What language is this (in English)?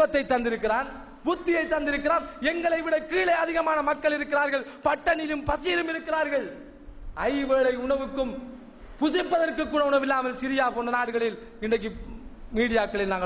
Tamil